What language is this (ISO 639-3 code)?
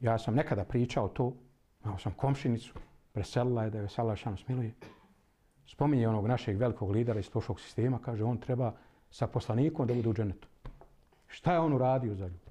bos